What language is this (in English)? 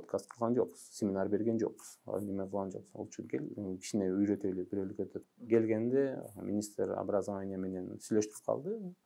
Kyrgyz